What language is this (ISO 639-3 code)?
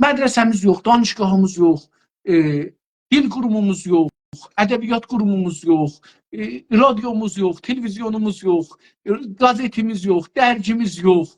azb